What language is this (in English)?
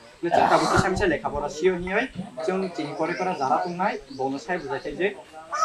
Kok Borok